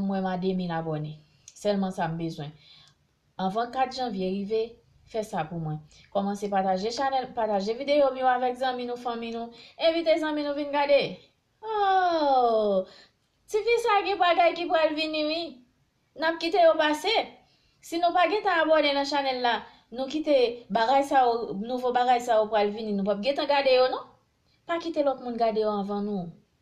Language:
Haitian Creole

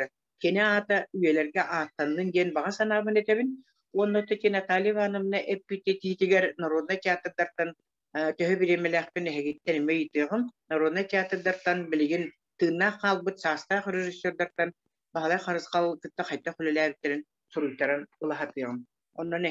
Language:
Yakut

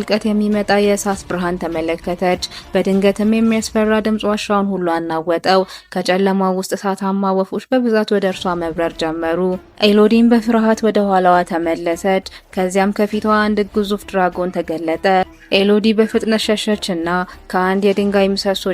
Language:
Amharic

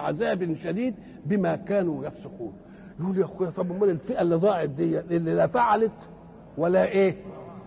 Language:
Egyptian Arabic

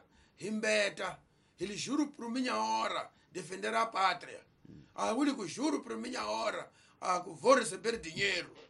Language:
Tsonga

